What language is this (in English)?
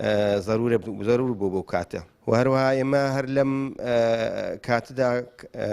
Central Kurdish